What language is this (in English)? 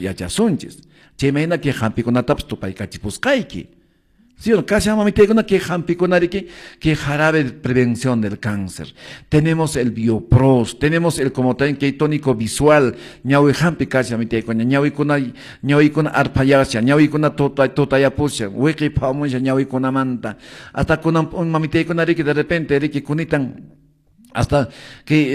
Quechua